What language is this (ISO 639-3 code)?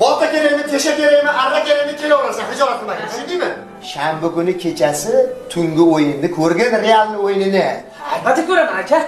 uzb